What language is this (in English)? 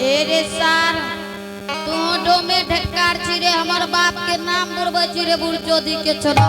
Angika